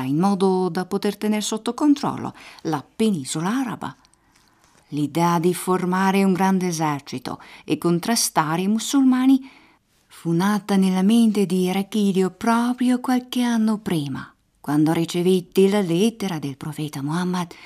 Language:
Italian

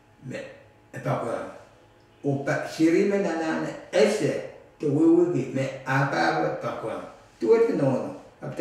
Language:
Pohnpeian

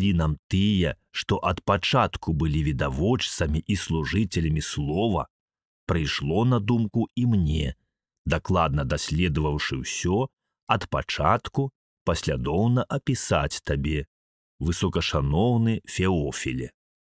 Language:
Belarusian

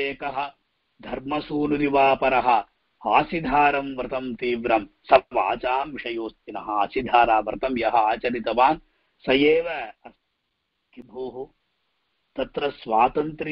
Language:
Sanskrit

